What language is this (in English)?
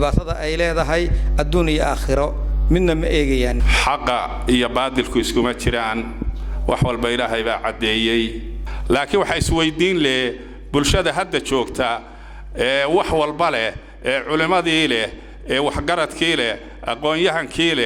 Somali